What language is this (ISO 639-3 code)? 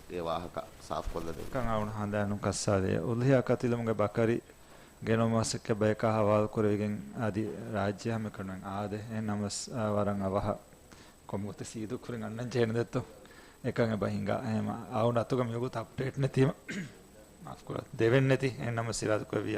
div